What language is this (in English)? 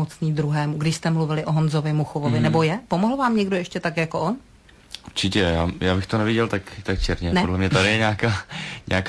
Czech